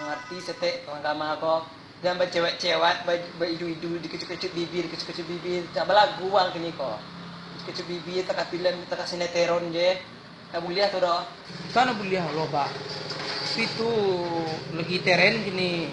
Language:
Minangkabau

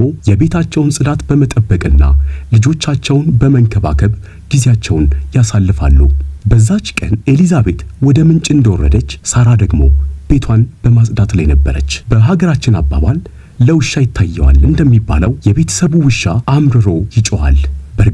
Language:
Amharic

